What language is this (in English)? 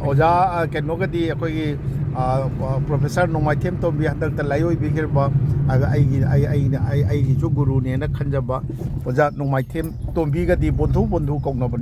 Manipuri